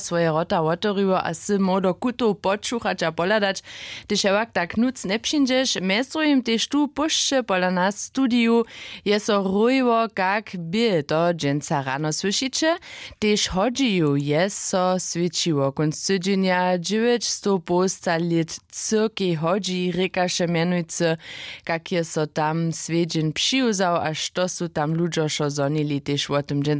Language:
Upper Sorbian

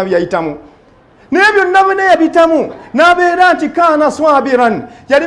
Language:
Ganda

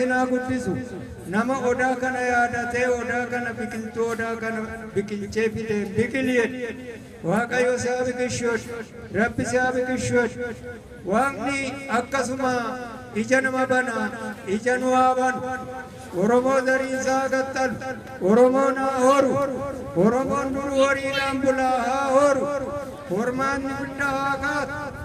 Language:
Oromo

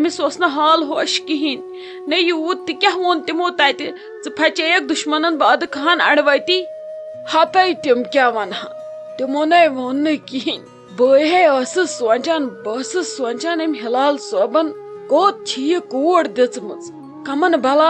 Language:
Kashmiri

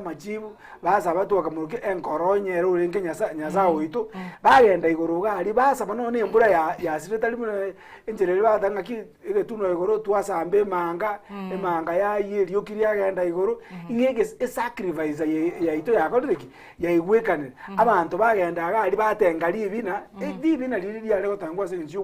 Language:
Gusii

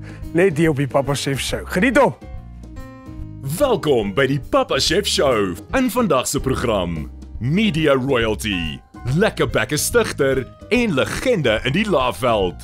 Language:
Afrikaans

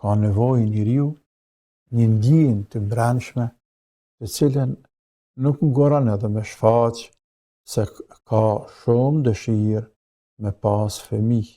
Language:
Albanian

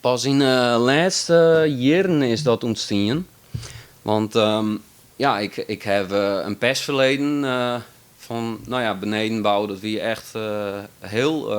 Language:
Western Frisian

